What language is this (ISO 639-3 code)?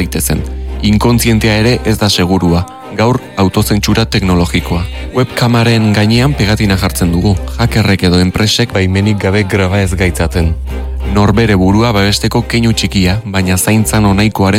eus